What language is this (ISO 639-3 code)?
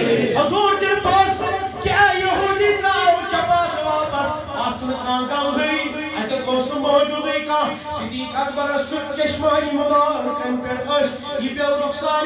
kas